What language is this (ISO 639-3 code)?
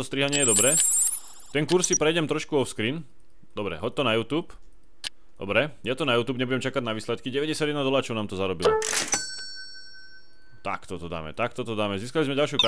slk